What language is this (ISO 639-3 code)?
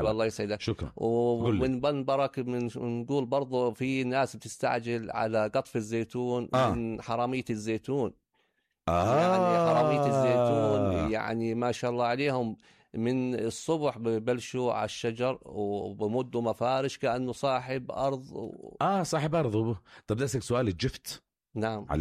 apc